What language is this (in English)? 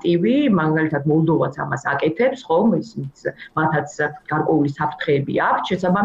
Georgian